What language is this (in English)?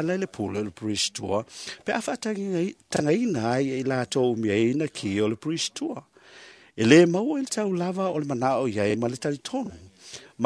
Samoan